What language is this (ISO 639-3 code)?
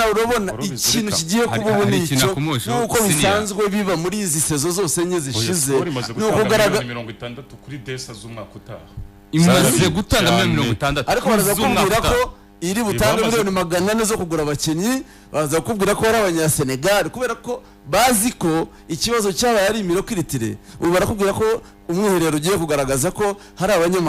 kin